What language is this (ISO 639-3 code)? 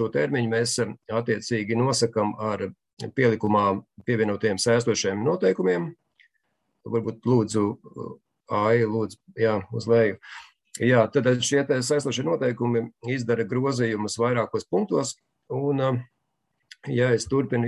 lav